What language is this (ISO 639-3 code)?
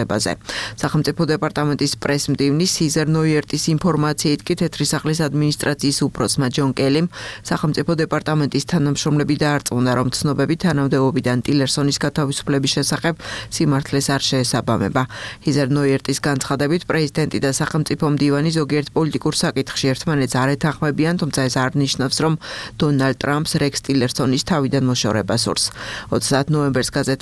kat